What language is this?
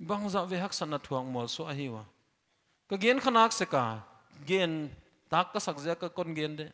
Paite Chin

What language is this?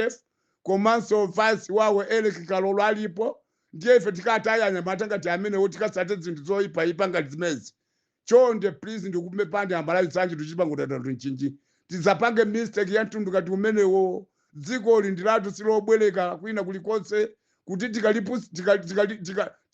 Nyanja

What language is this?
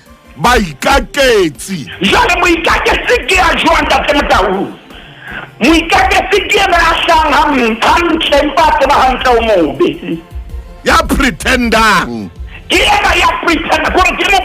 Southern Sotho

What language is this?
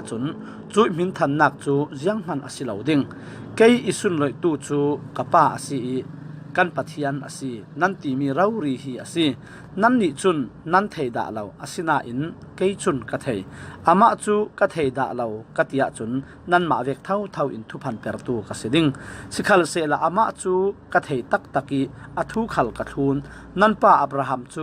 Falam Chin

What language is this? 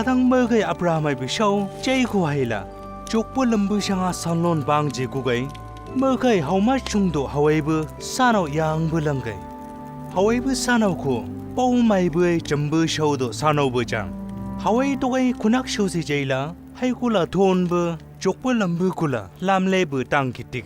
Chang Naga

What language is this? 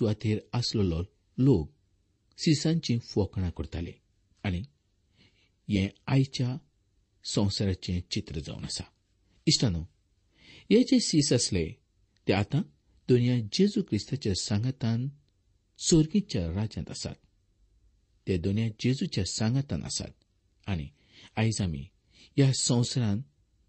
Konkani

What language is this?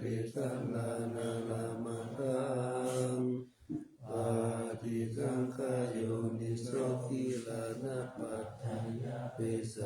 Pali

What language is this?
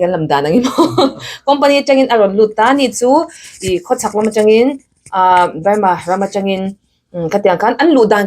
Mizo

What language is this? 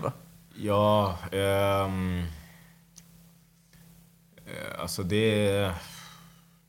Swedish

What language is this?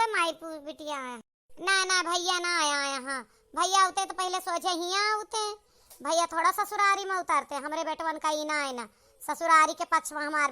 Awadhi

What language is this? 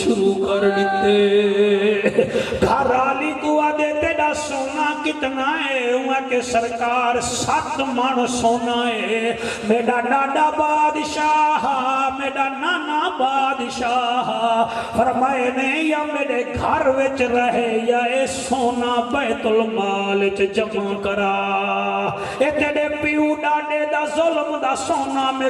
Saraiki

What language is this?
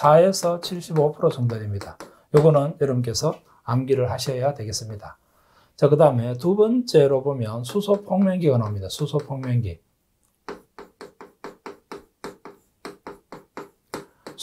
Korean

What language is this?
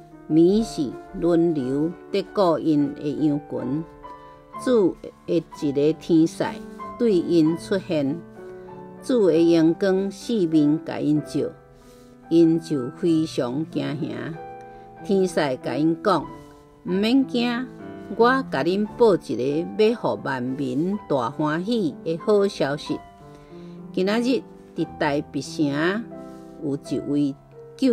Min Nan Chinese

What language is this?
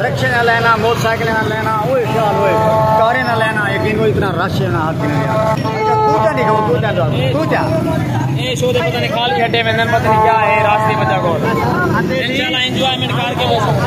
Saraiki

